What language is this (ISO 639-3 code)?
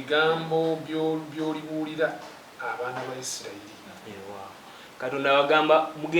lug